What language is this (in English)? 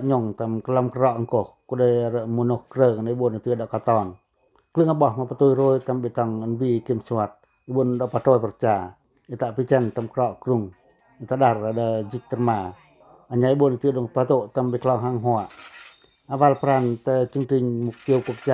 Pacoh